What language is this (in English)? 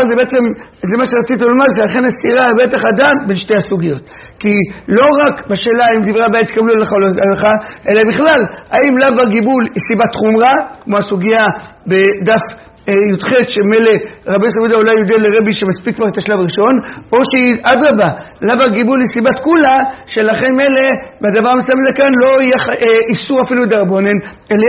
Hebrew